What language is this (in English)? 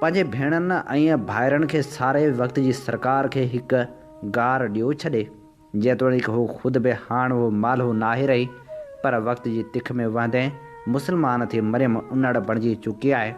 Sindhi